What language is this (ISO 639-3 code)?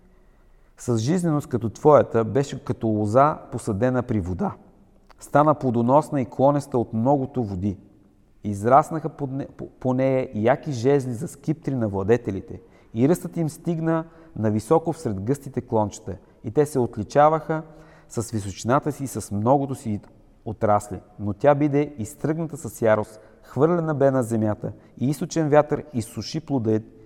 bul